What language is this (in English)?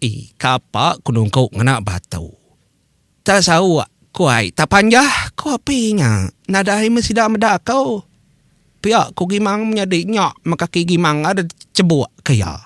Iban